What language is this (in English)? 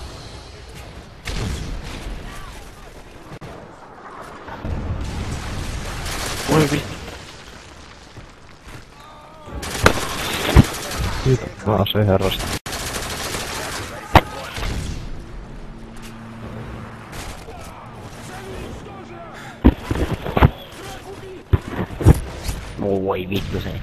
Finnish